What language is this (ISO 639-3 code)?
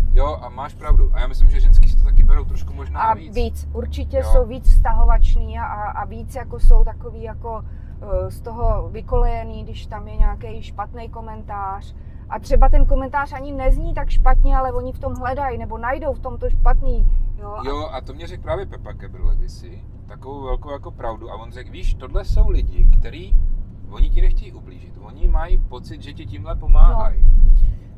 ces